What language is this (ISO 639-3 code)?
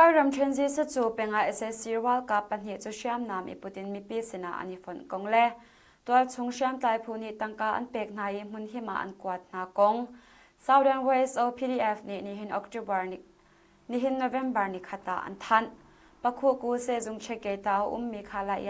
cnh